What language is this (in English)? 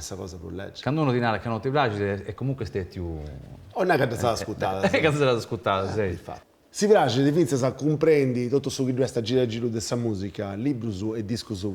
Sardinian